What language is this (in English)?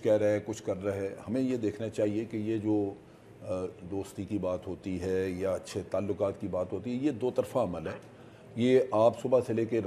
Urdu